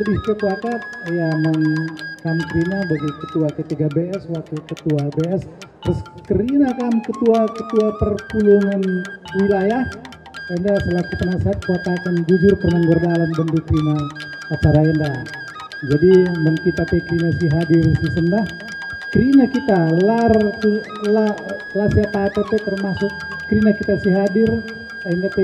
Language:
Batak Karo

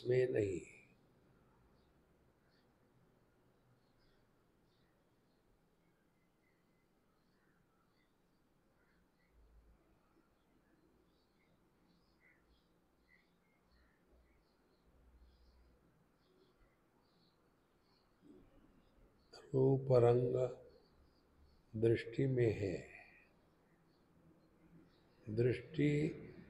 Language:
Hindi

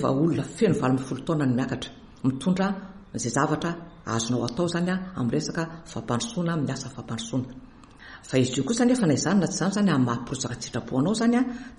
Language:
Malagasy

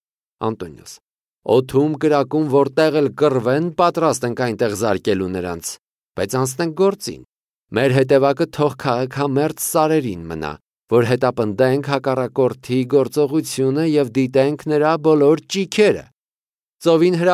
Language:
Armenian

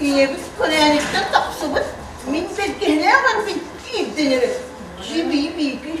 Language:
Yakut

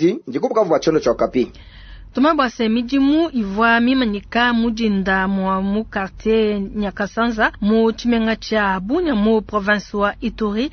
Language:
Luba-Lulua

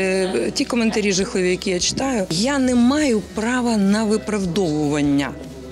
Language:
Ukrainian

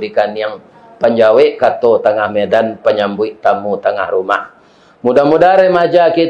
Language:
Minangkabau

